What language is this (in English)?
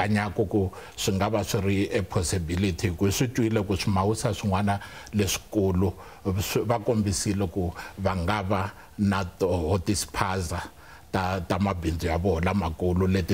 Tsonga